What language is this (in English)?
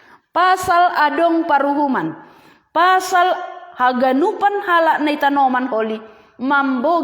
Batak Simalungun